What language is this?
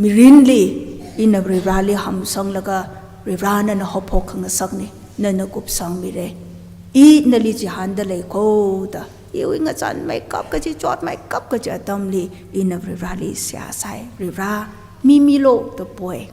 Tangkhul Naga (India)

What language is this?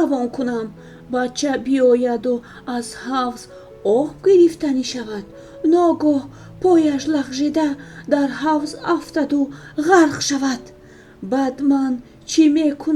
Tajik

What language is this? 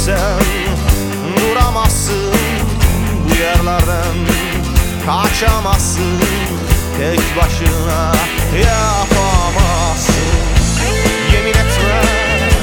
Turkish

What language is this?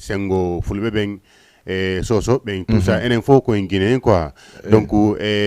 Fula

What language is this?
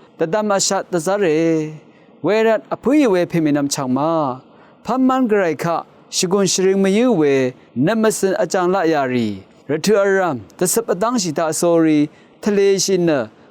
Rawang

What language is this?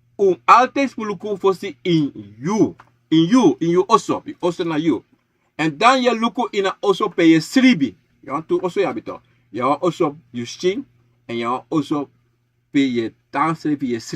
Sranan Tongo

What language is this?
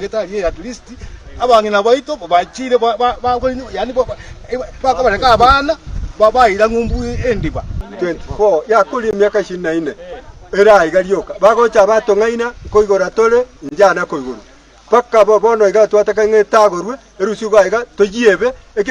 Gusii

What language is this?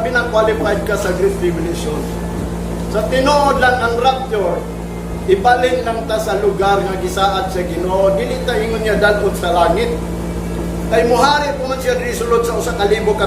Cebuano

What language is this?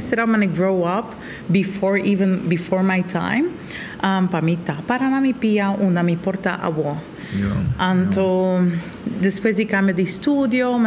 Papiamento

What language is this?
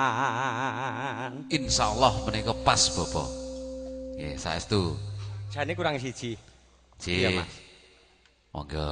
Javanese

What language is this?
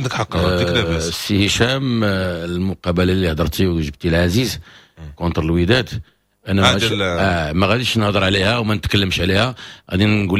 Moroccan Arabic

